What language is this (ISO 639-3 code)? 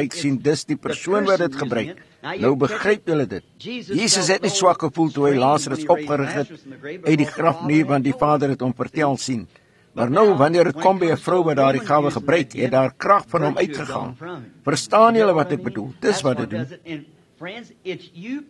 afr